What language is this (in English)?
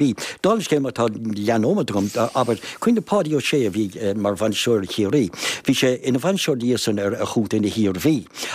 Irish